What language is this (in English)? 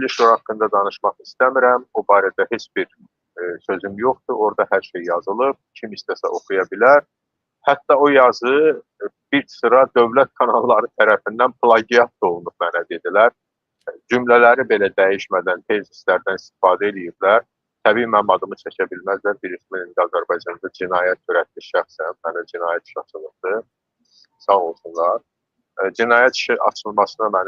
Azerbaijani